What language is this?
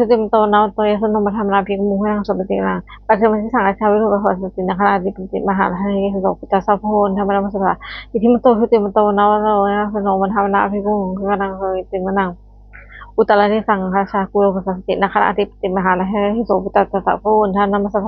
Pali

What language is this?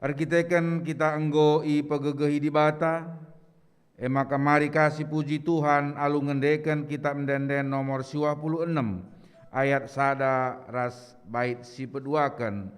Batak Karo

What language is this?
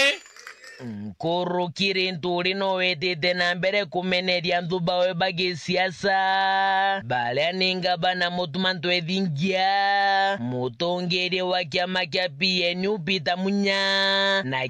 Meru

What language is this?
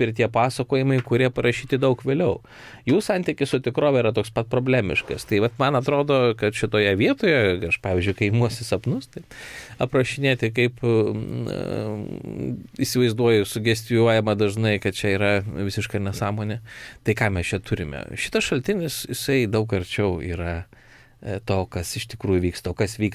Lithuanian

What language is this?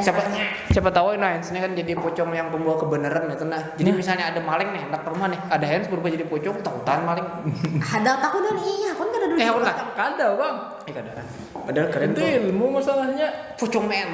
Banjar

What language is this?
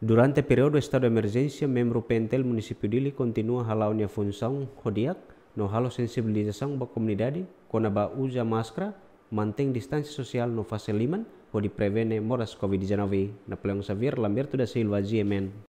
Tetum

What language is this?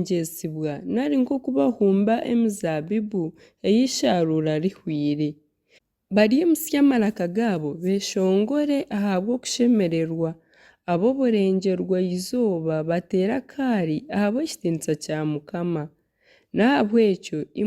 Nyankole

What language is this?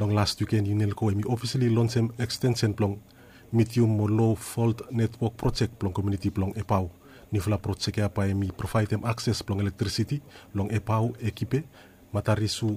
Bislama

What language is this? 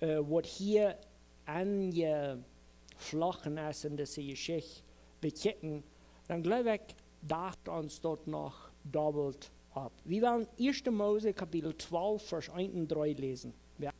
Plautdietsch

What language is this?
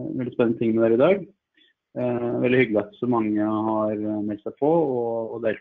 Norwegian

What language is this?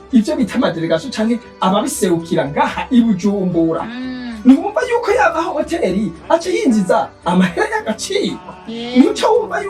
Rundi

